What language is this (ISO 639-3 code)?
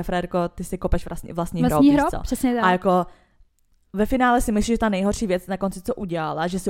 ces